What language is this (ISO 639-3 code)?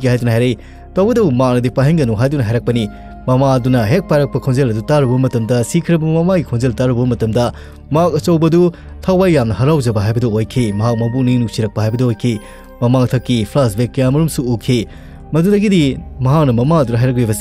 mni